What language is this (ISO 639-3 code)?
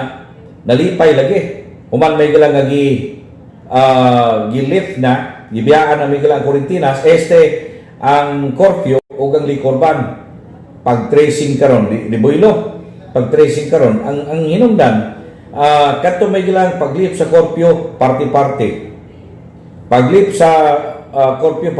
ceb